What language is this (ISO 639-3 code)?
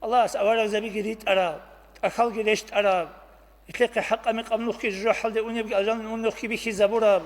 ava